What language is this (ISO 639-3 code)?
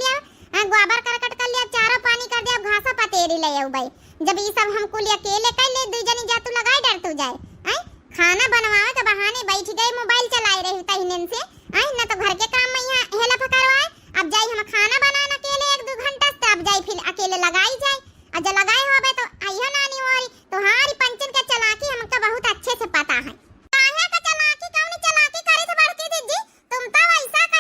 awa